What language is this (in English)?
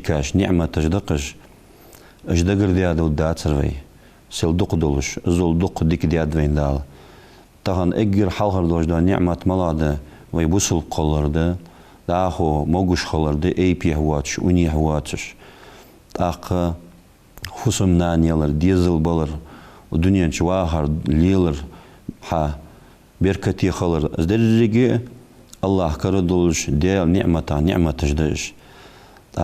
Ingush